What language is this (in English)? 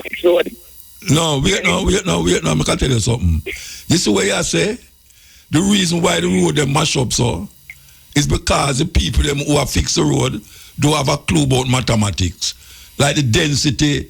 Jamaican Creole English